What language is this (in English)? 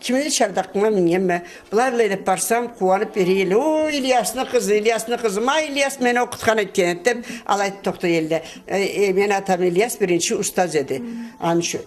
Karachay-Balkar